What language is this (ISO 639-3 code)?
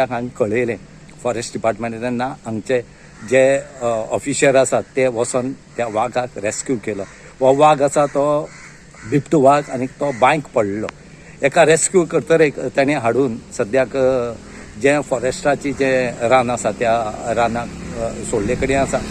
kok